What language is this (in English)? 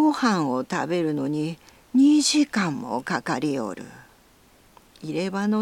Japanese